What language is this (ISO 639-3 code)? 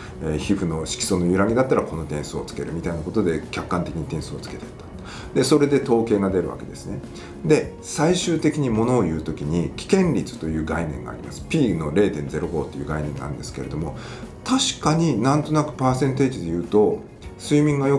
jpn